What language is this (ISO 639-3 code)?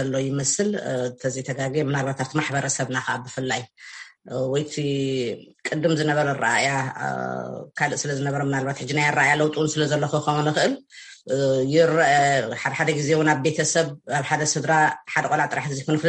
tir